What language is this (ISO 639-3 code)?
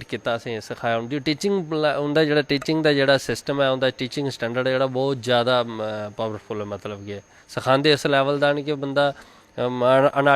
doi